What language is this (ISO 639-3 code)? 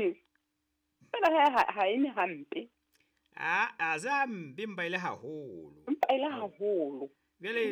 sot